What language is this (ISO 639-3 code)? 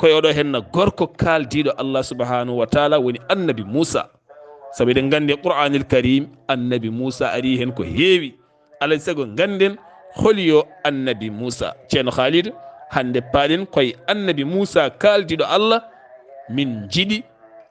ful